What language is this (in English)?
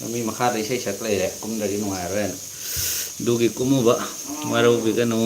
Manipuri